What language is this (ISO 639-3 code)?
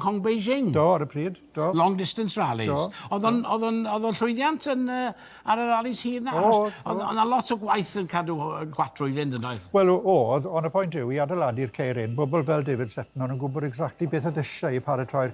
cym